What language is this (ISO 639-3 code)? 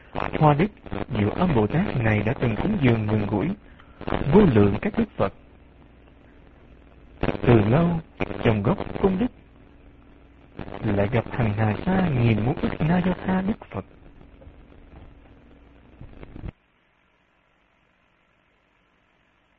vie